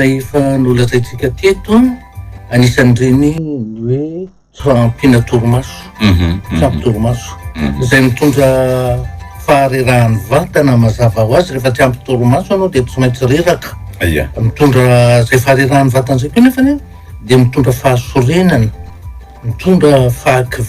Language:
Malagasy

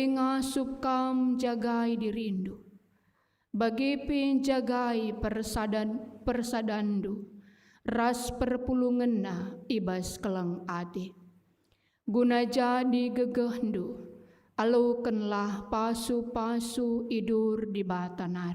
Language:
Batak Karo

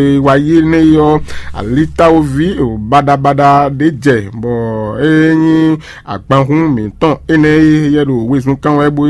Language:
Fon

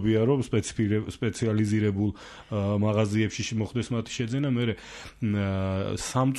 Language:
Georgian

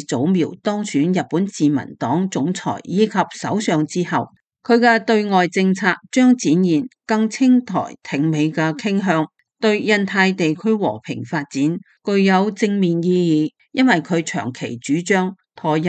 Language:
Cantonese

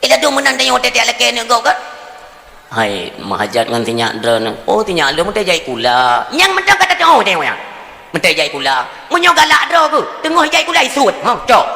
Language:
Achinese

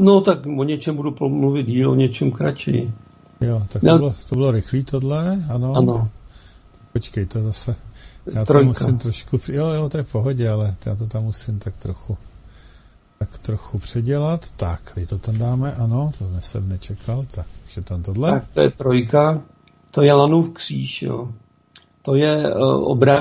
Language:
Czech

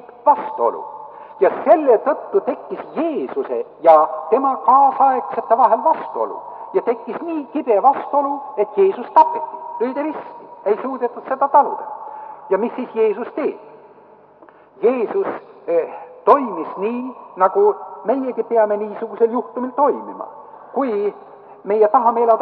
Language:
Estonian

